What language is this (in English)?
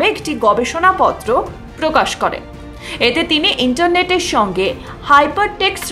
Bangla